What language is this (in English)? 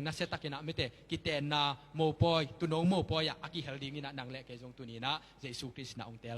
Tedim Chin